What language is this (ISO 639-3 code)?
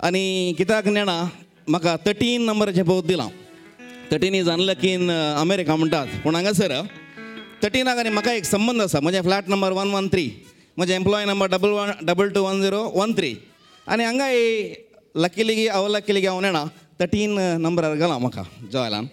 kok